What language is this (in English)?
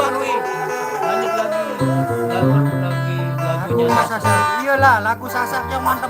Sasak